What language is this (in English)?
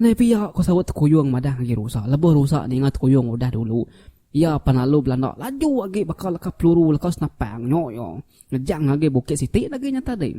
Iban